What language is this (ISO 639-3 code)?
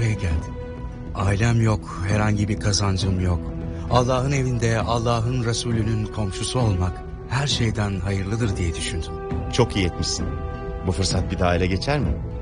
tur